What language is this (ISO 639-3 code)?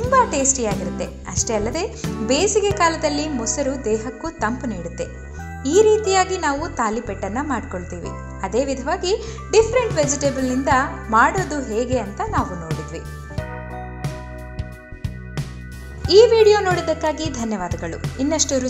kan